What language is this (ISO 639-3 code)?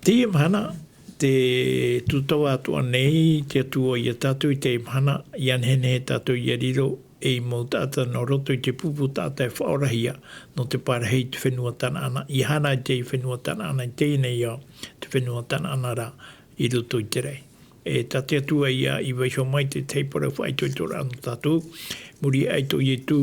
tah